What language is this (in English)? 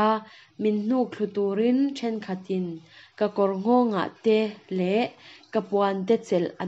Mizo